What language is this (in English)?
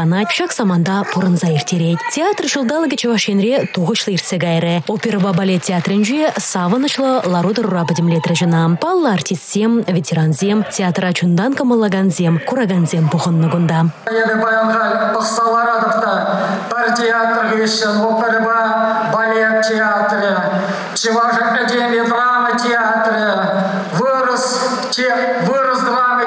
Chuvash